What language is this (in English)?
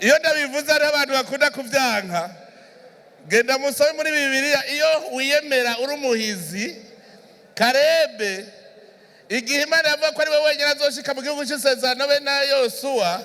Rundi